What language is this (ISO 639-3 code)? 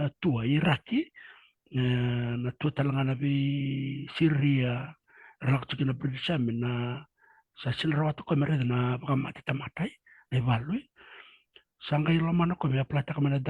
fij